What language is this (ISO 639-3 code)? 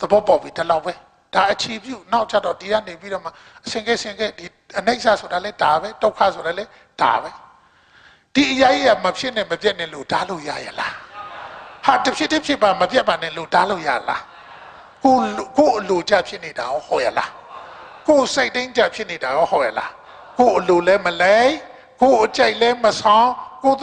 mya